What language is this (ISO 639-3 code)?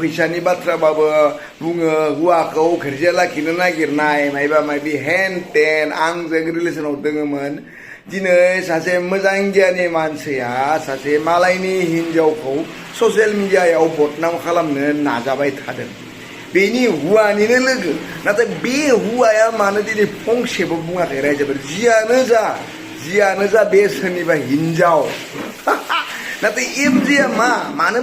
brx